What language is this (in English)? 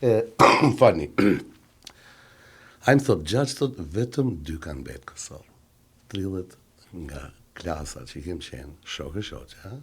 Albanian